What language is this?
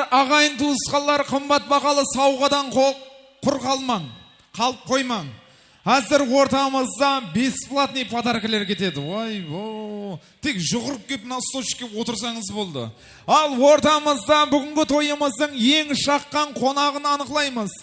Kara-Kalpak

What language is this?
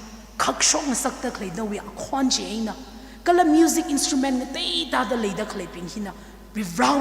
Tangkhul Naga (India)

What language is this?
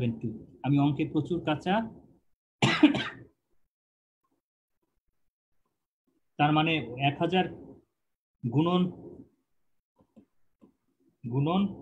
Bangla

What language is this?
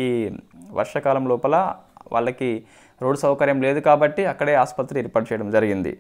Telugu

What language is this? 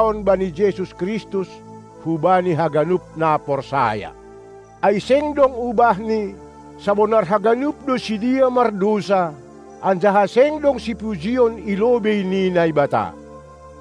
Batak Simalungun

